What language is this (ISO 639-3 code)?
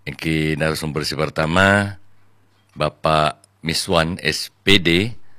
mad